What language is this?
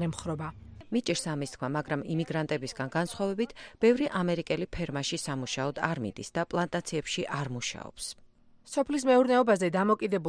Georgian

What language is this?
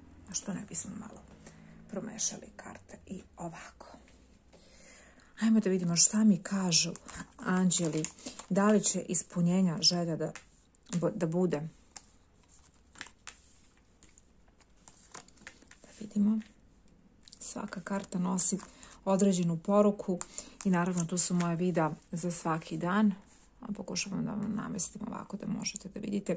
Serbian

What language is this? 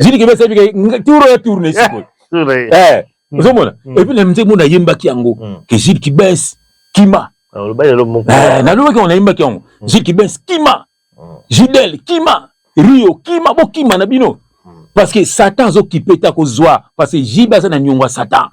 Lingala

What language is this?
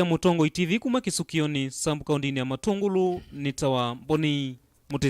Kamba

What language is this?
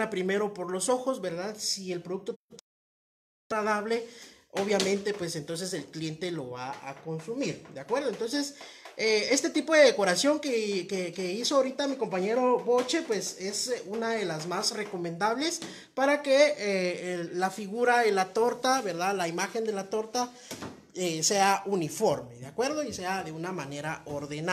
Spanish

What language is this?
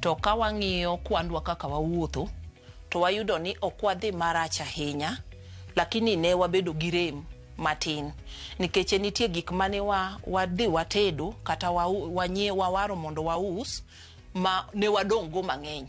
Luo (Kenya and Tanzania)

